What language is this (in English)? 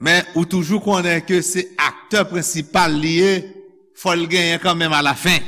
Haitian Creole